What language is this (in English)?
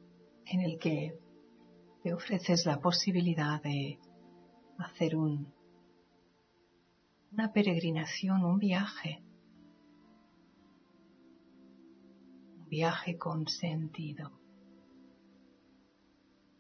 Spanish